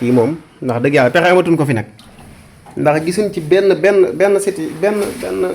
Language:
Wolof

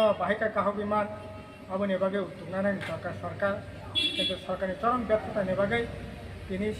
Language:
Kok Borok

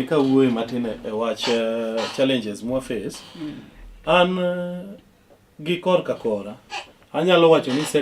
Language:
Luo (Kenya and Tanzania)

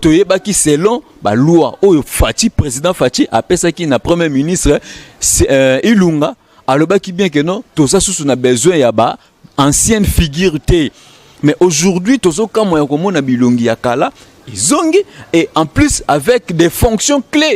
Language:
Lingala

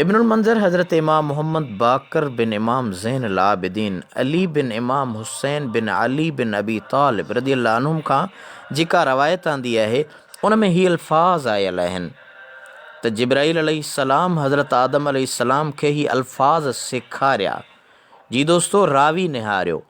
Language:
Sindhi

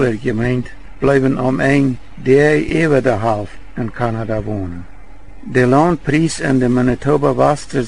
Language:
Plautdietsch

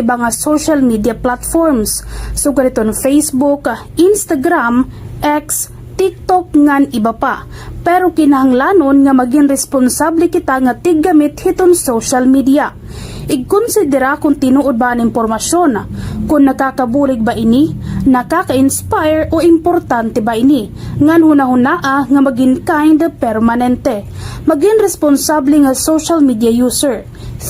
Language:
Waray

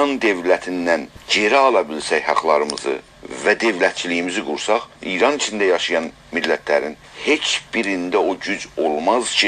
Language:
South Azerbaijani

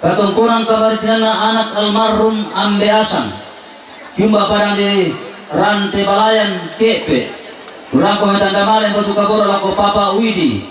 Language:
Toraja-Sa'dan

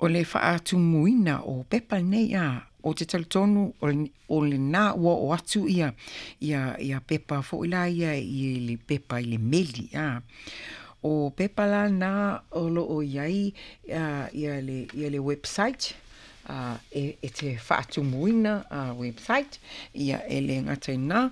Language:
Samoan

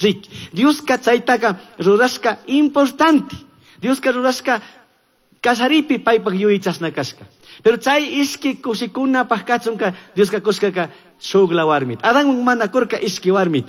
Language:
Chimborazo Highland Quichua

